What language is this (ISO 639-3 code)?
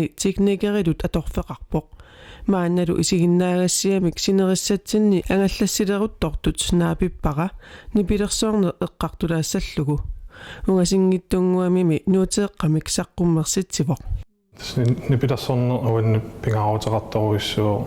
kal